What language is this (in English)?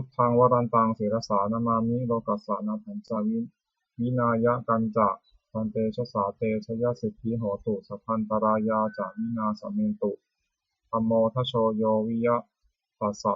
Pali